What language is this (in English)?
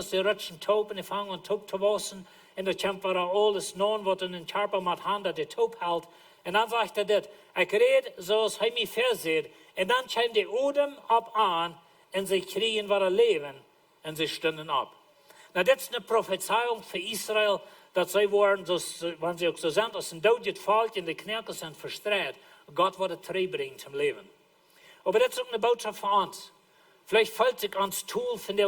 Plautdietsch